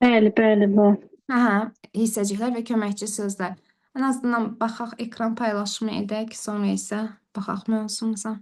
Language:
Azerbaijani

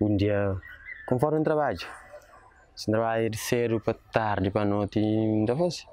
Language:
Kabuverdianu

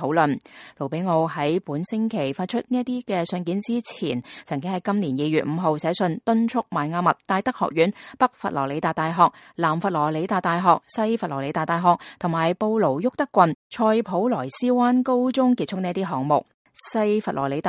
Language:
Cantonese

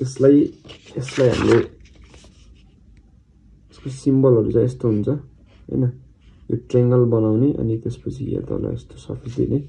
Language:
Nepali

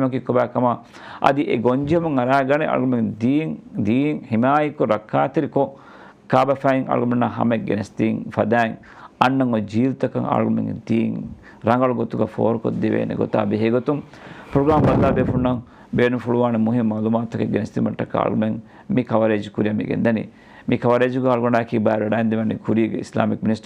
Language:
Divehi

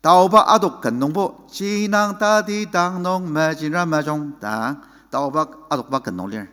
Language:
Ao Naga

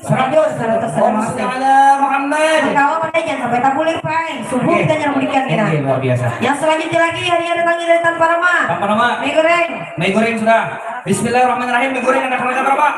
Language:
Banjar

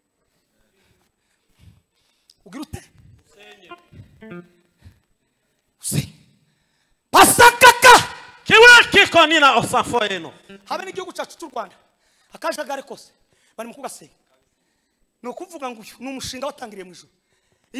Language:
Kinyarwanda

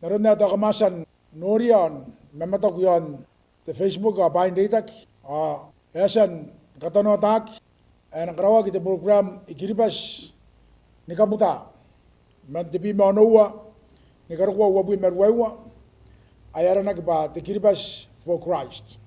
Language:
Gilbertese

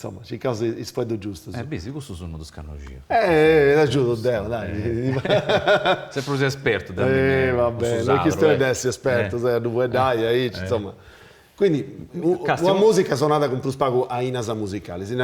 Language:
Sardinian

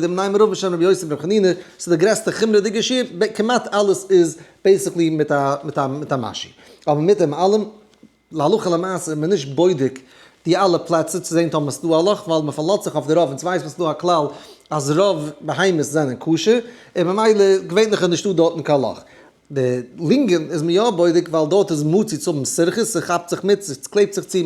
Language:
Yiddish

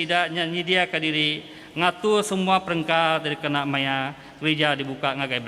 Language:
Iban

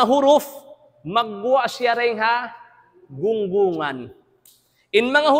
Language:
Tausug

